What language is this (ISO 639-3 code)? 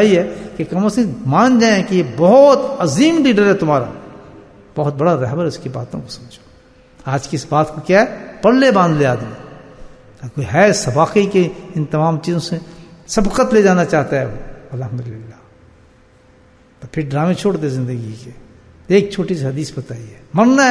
urd